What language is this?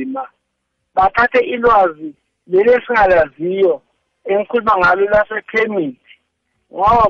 South Ndebele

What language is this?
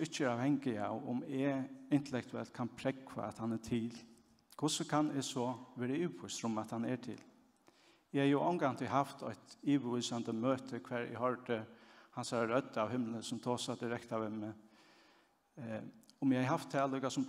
Faroese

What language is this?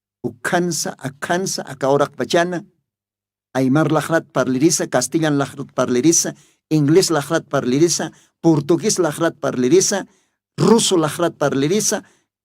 Aymara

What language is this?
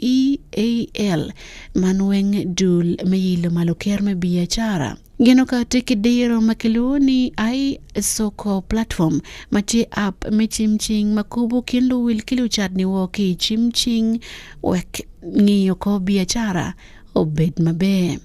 Acoli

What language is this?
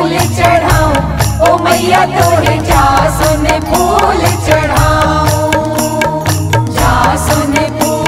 Bhojpuri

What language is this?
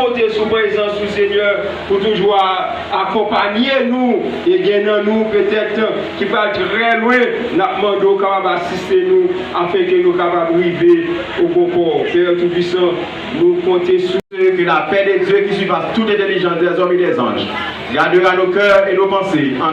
Haitian Creole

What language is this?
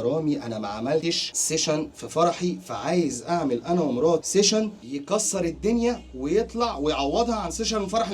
Egyptian Arabic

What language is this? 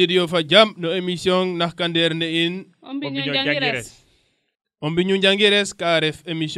Serer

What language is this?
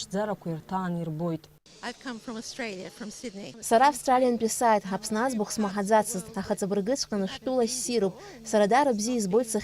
Abkhazian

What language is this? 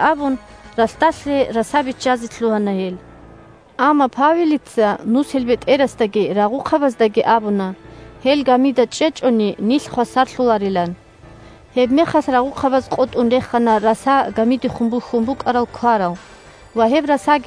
Avaric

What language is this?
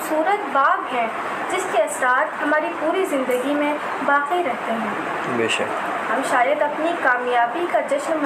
Urdu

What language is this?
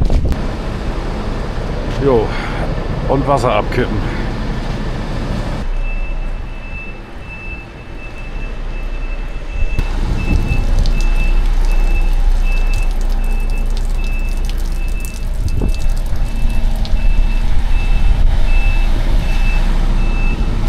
German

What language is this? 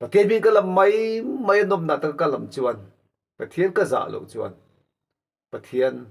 Mizo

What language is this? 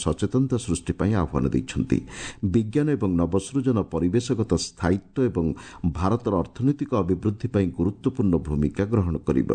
Odia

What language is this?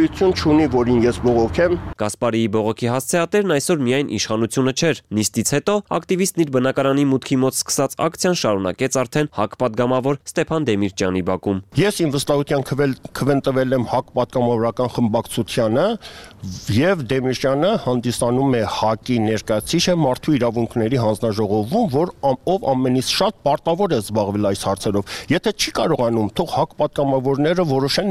Armenian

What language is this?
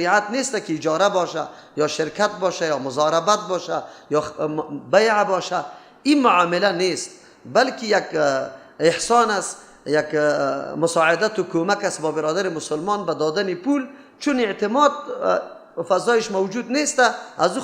Persian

